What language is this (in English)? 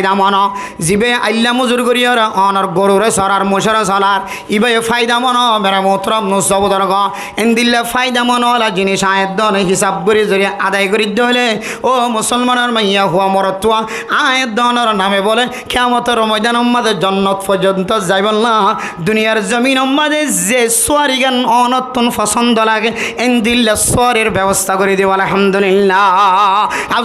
Rohingya